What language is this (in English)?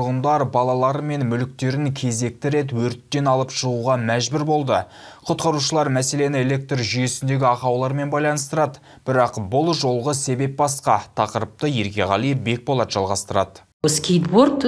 Kazakh